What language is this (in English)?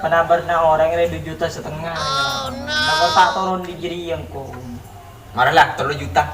Madurese